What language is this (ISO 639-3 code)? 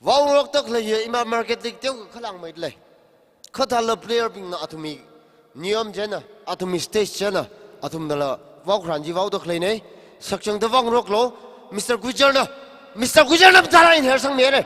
nmf